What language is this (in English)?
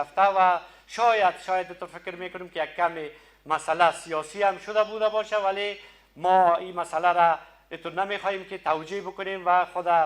Persian